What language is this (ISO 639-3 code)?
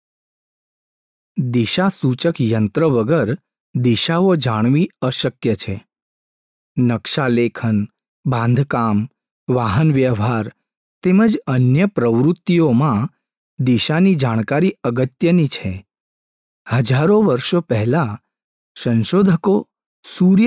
guj